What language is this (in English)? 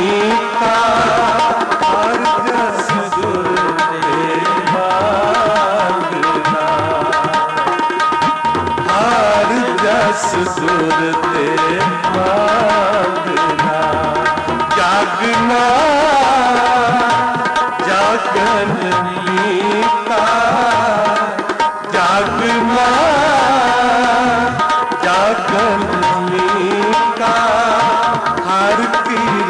Punjabi